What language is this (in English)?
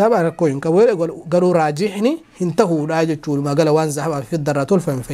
Oromo